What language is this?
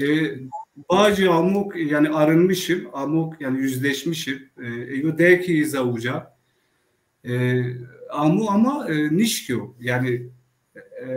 Zaza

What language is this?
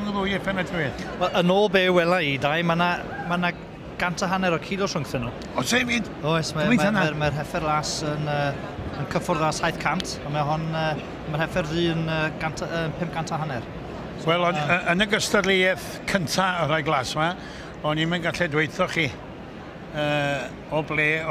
Welsh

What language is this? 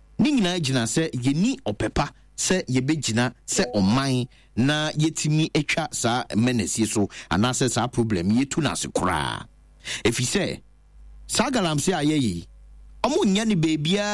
Akan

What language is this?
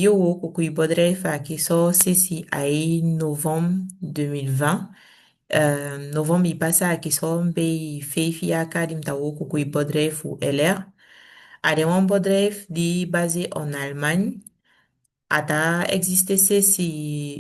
Saramaccan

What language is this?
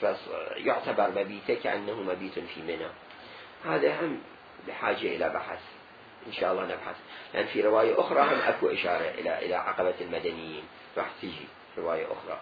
Mesopotamian Arabic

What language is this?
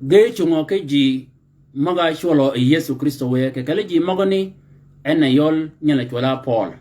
Shilluk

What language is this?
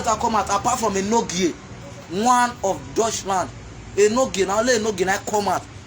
Nigerian Pidgin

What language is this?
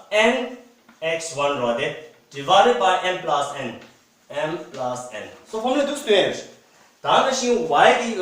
Tibetan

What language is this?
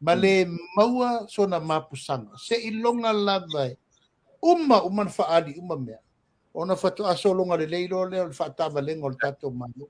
Samoan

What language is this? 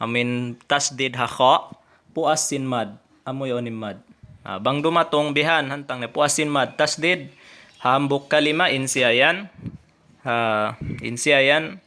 Tausug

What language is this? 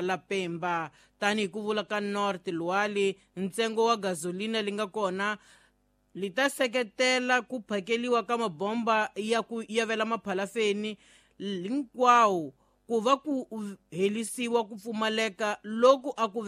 Tsonga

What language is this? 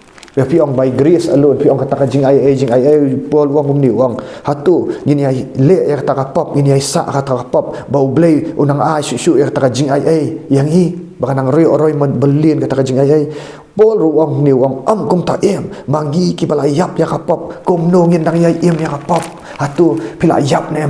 Khasi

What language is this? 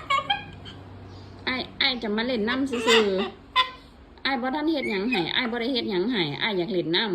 Lao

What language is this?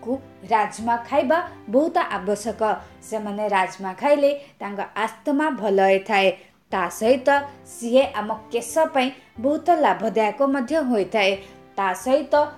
Odia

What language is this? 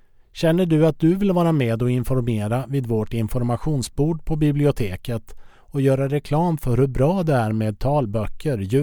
Swedish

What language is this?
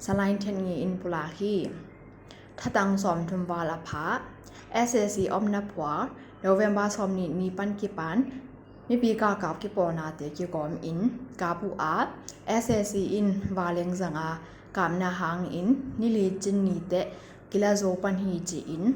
Tedim Chin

